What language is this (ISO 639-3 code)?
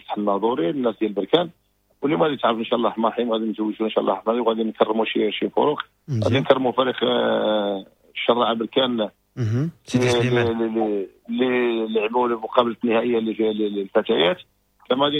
ary